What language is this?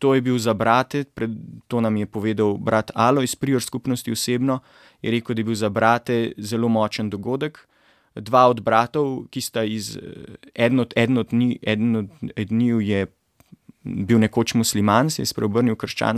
Slovenian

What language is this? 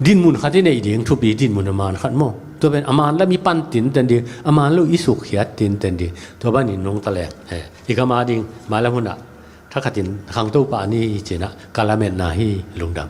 Tedim Chin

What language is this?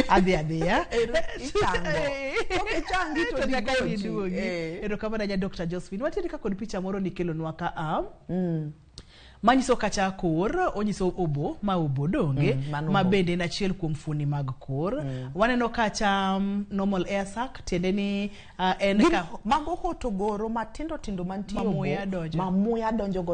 Luo (Kenya and Tanzania)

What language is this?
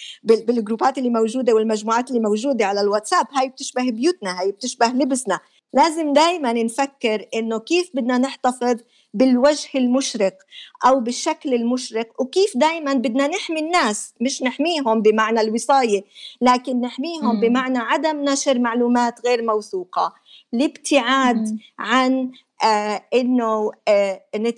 North Levantine Arabic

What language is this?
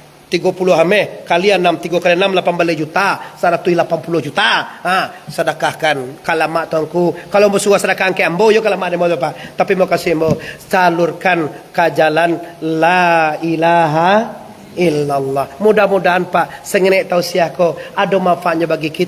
Minangkabau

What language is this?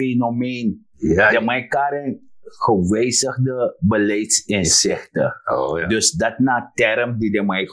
Sranan Tongo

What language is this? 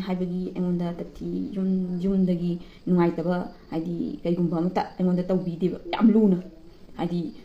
Manipuri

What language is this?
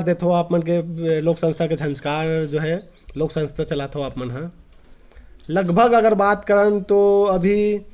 Chhattisgarhi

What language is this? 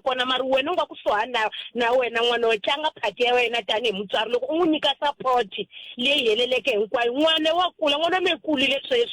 Tsonga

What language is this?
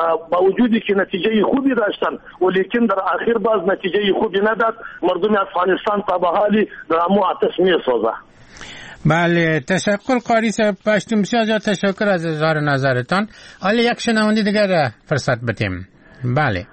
Persian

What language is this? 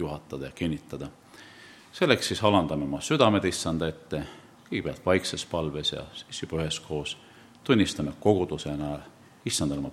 Estonian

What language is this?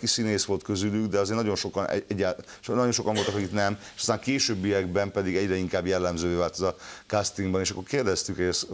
Hungarian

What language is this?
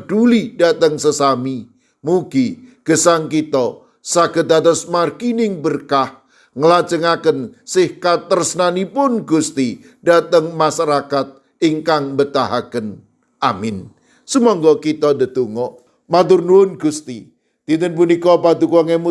Javanese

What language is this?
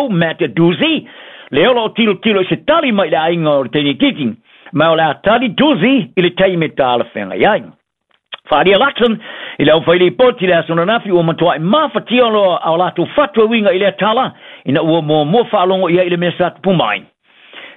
Samoan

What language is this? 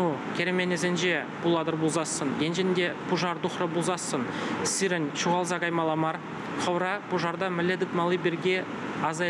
Chuvash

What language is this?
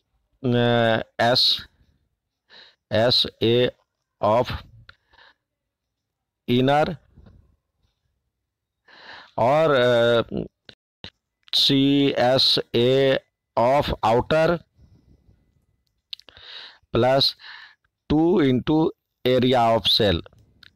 Hindi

